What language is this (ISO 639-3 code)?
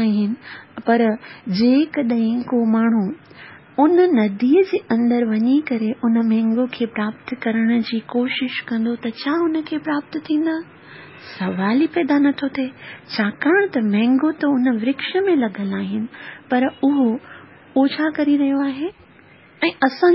snd